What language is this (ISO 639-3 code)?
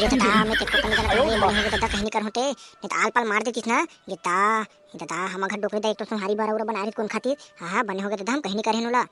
hne